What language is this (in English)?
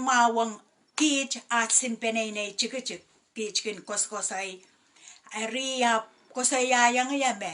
Pohnpeian